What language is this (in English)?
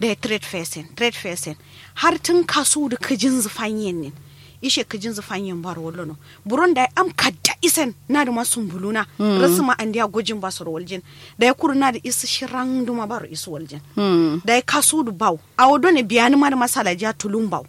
Kanuri